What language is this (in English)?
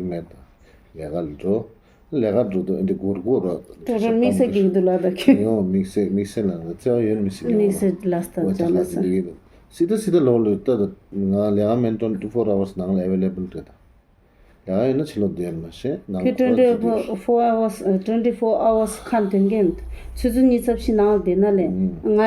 Tibetan